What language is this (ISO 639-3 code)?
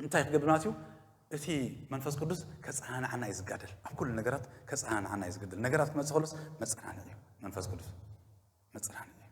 tir